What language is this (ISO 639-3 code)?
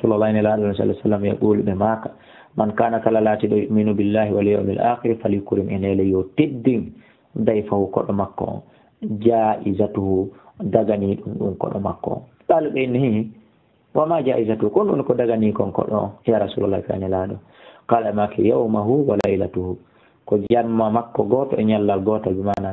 ful